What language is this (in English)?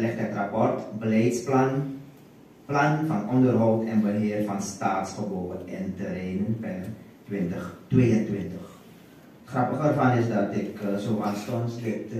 Dutch